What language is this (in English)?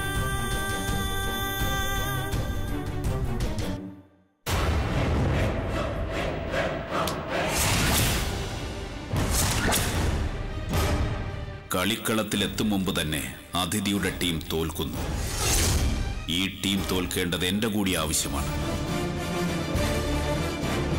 Malayalam